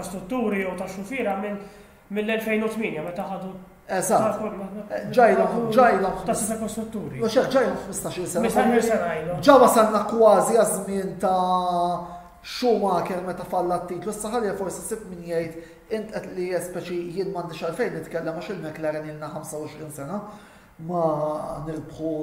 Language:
Maltese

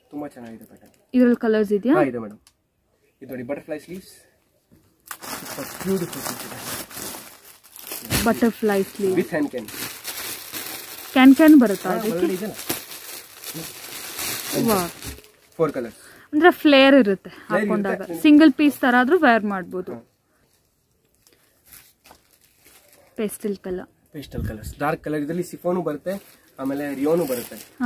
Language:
Kannada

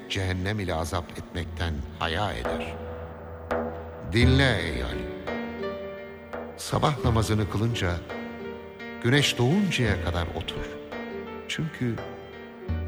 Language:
Turkish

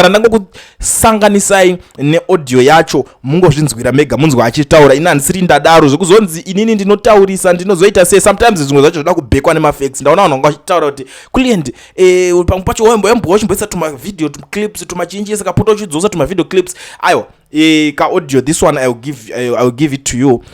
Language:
Shona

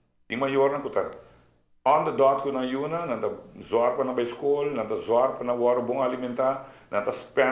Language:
Papiamento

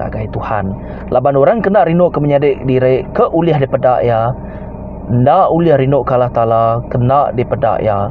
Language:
Iban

